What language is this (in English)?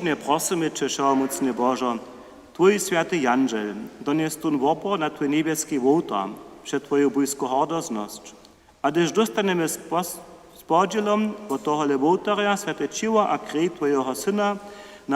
Upper Sorbian